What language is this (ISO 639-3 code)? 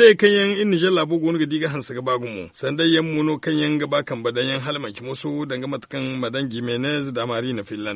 dje